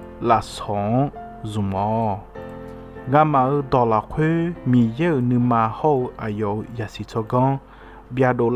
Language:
Akha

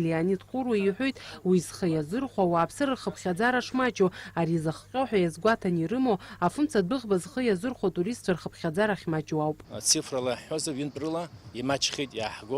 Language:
Abkhazian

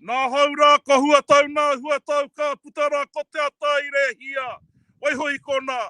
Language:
Māori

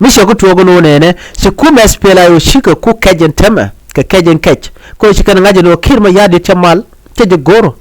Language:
Nuer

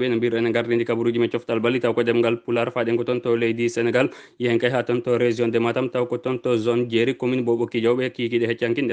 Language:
Fula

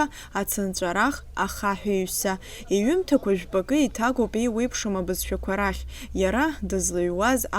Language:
Abkhazian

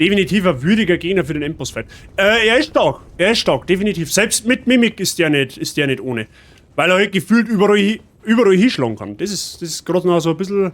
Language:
Bavarian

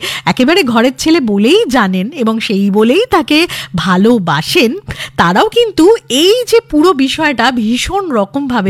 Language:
Bangla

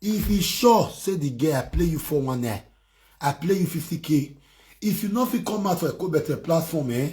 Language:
Nigerian Pidgin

